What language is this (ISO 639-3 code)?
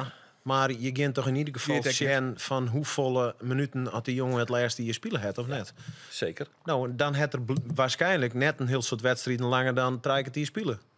fry